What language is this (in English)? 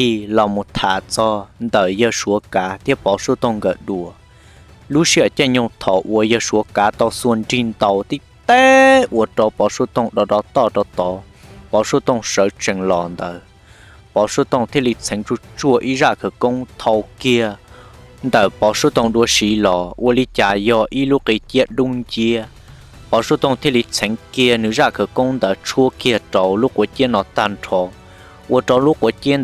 Hmong